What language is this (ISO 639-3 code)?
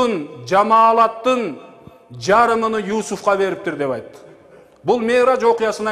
kir